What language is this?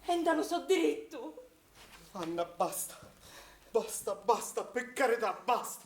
Sicilian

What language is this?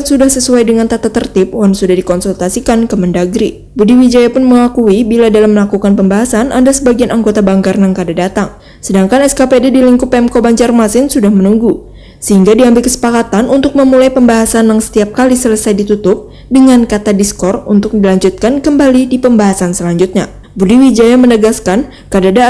Banjar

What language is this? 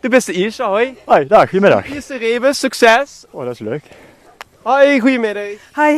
Limburgish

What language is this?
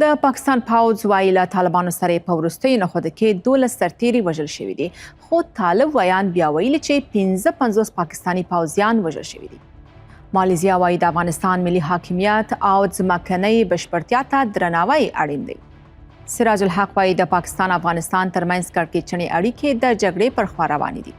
Pashto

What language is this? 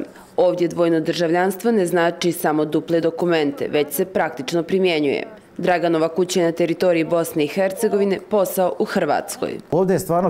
Bosnian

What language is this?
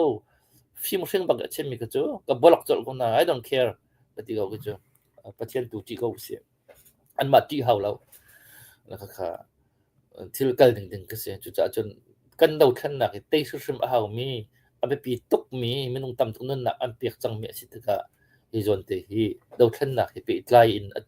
Hakha Chin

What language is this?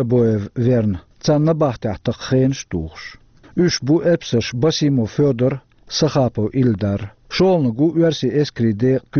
Chechen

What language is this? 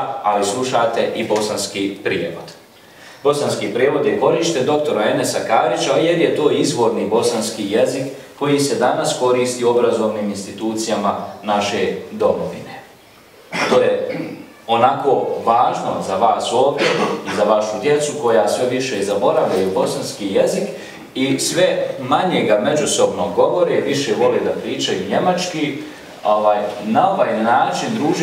Bosnian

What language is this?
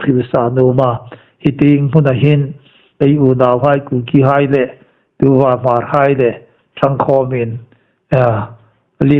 Hmar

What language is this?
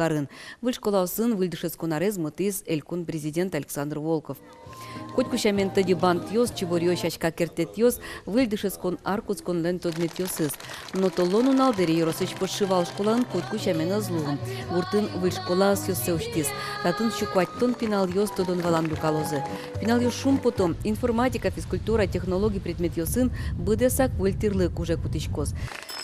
Udmurt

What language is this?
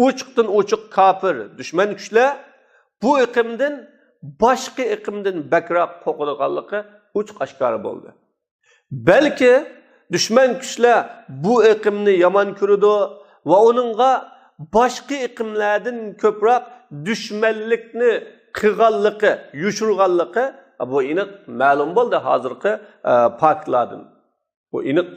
Uyghur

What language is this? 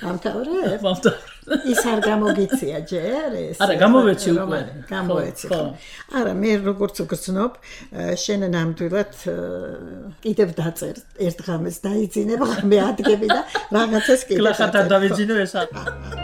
Georgian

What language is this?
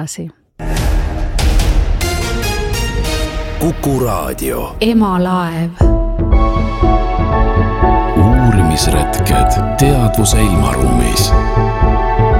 Estonian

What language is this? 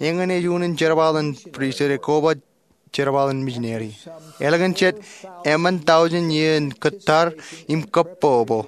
Marshallese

